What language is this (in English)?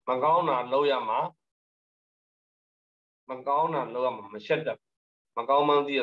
Burmese